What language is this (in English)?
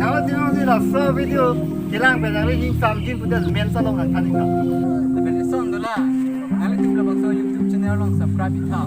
Karbi